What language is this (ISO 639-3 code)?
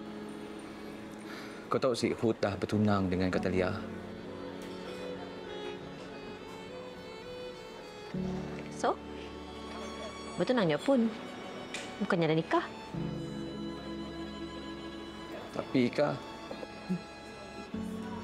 msa